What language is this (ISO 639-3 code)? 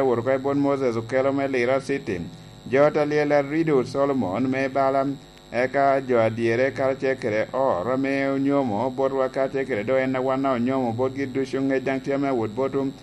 laj